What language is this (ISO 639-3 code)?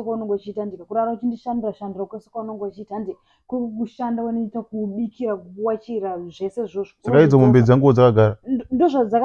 sna